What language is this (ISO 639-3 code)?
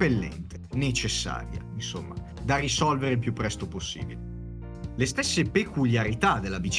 ita